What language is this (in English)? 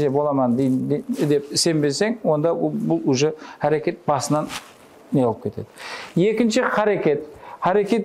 Kara-Kalpak